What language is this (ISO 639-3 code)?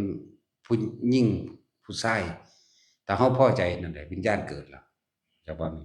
tts